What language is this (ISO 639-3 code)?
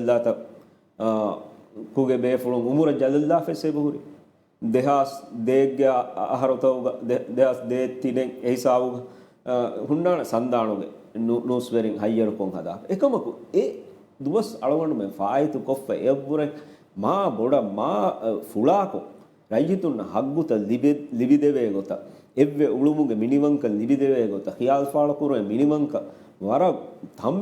div